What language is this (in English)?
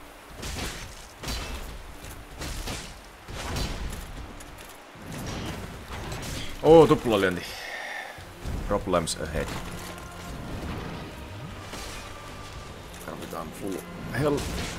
Finnish